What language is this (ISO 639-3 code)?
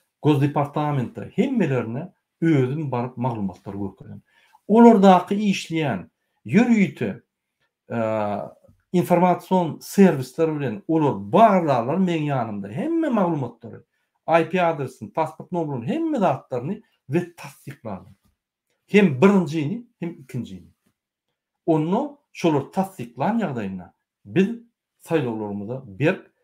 tuk